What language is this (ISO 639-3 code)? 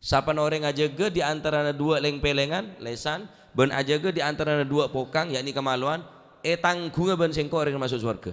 mad